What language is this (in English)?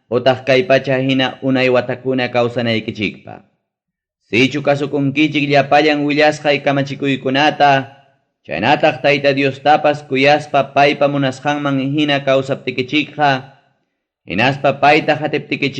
Ayacucho Quechua